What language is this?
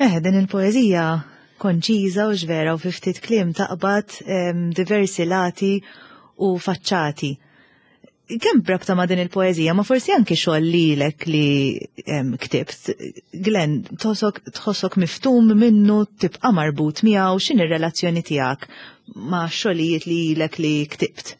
Maltese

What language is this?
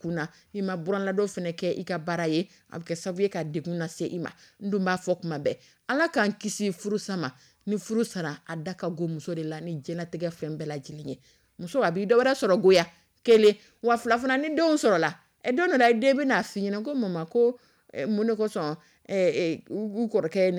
Dyula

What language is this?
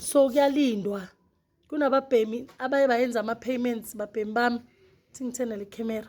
Zulu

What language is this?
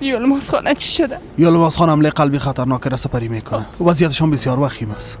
Persian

